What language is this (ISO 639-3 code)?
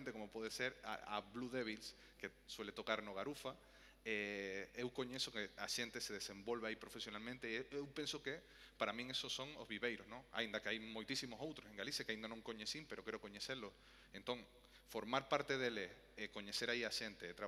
glg